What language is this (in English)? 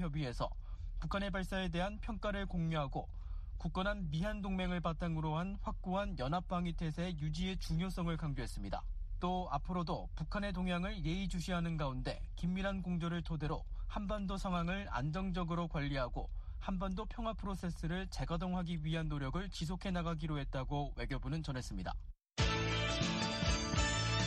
Korean